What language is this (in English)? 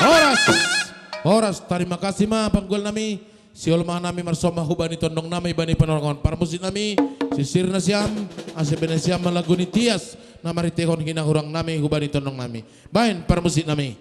Batak Simalungun